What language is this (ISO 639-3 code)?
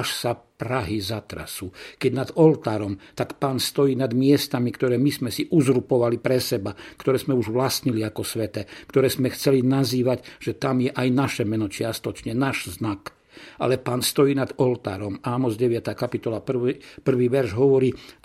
slk